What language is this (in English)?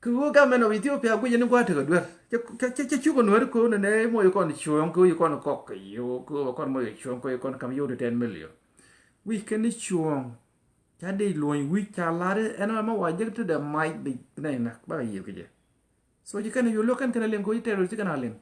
Nuer